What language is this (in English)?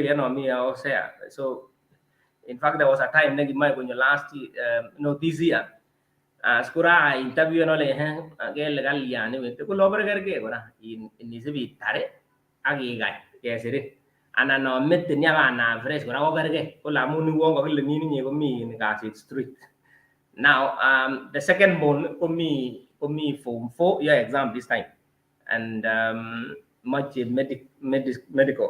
Kalenjin